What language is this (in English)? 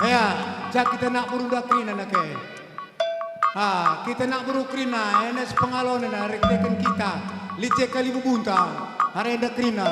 Batak Karo